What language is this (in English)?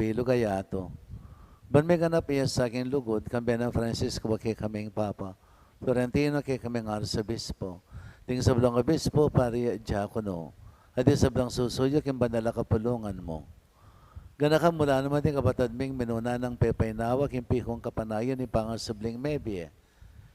Pampanga